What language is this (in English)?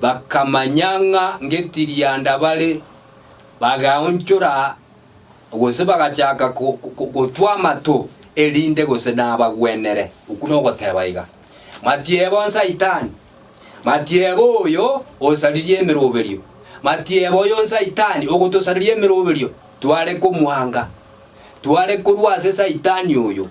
Gusii